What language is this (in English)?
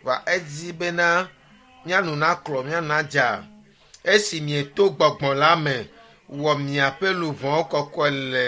Ewe